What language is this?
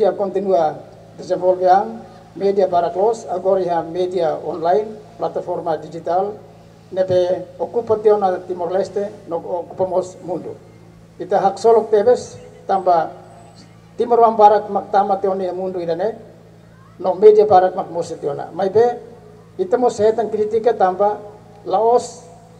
Tetum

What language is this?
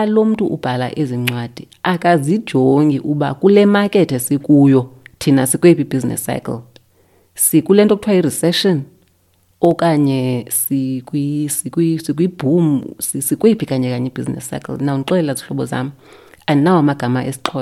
Xhosa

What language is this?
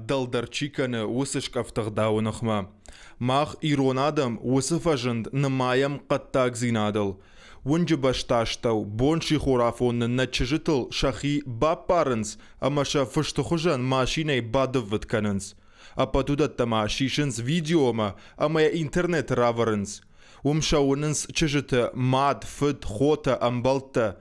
Ossetic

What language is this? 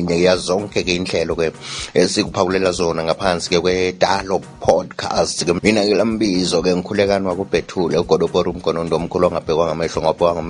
North Ndebele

